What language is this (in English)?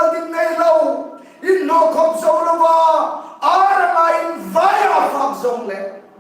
Hmar